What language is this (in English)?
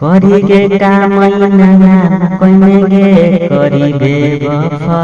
Magahi